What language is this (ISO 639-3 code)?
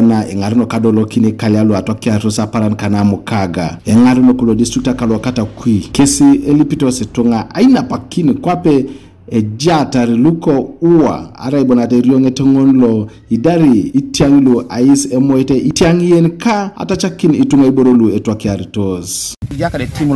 teo